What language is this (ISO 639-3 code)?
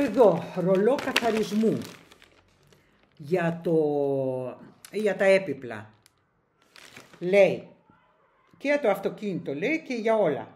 ell